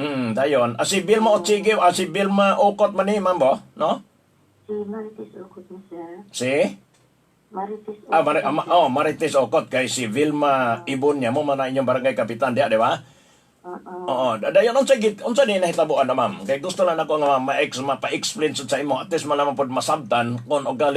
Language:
Cebuano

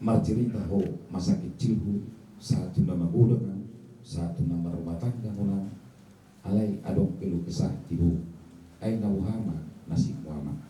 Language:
Batak Toba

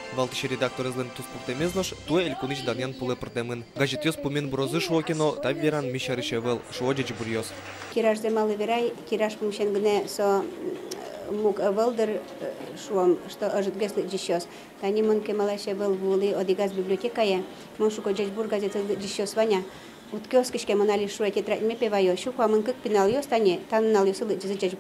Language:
Udmurt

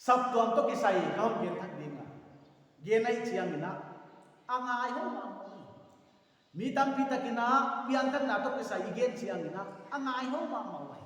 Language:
Paite Chin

